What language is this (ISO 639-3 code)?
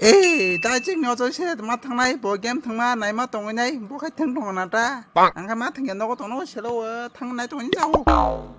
trp